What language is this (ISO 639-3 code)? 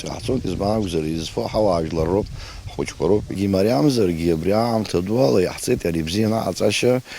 abk